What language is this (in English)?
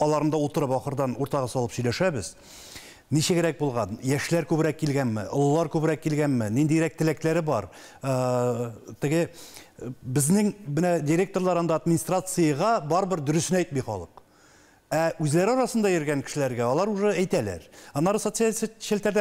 Tatar